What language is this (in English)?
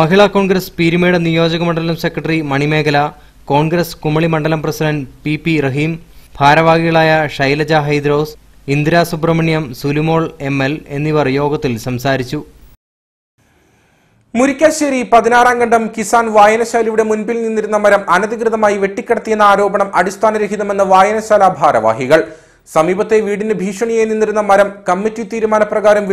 Malayalam